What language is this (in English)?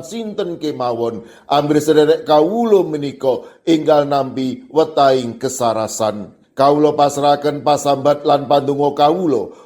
Javanese